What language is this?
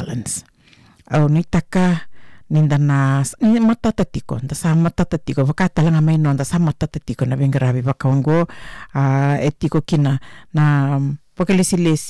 Fijian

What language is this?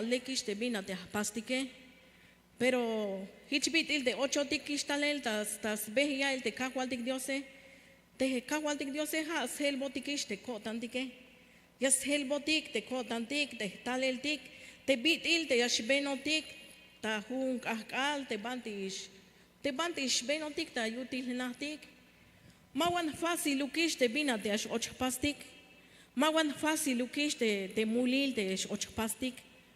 Tzeltal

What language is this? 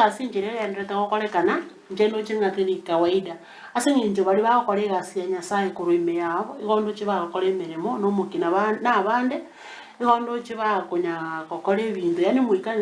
Gusii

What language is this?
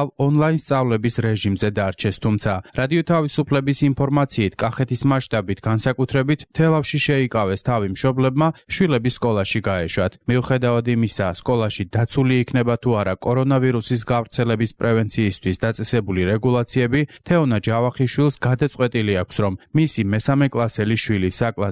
Georgian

